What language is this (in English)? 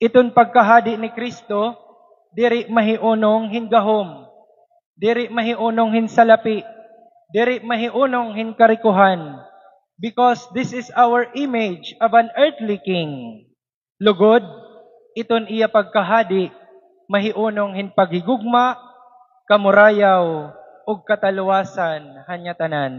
Waray